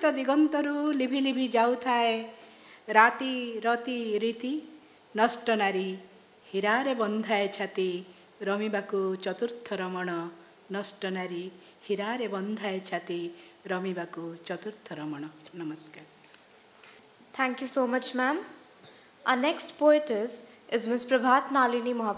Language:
Odia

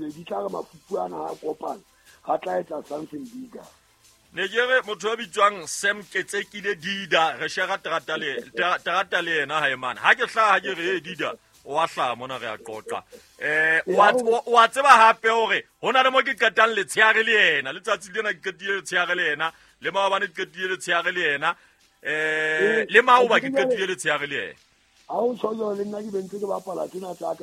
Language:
Southern Sotho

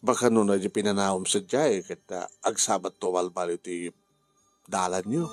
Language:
Iloko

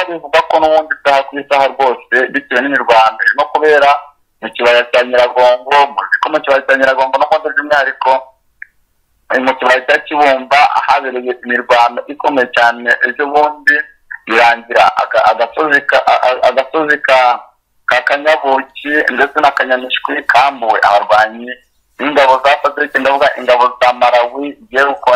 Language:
Kinyarwanda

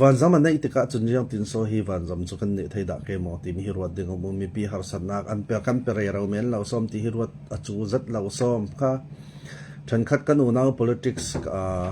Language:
Falam Chin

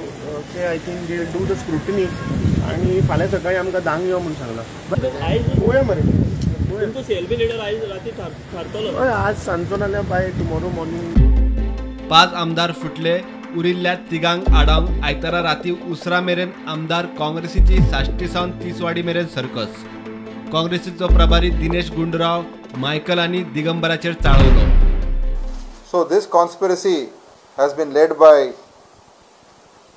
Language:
Konkani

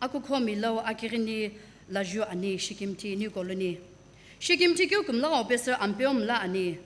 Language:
Sumi Naga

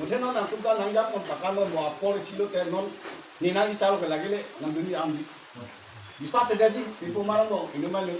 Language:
Karbi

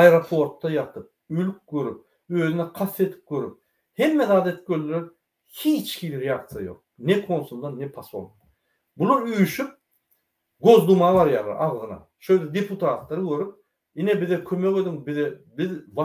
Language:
Turkmen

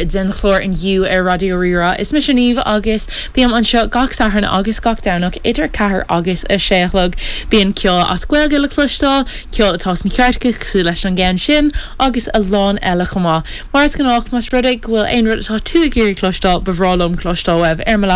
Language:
Irish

